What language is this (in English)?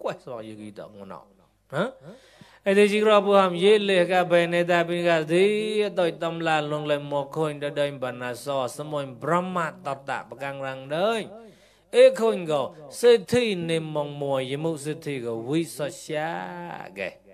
Mon